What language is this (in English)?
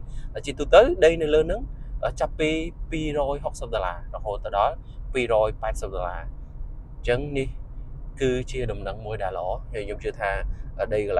Khmer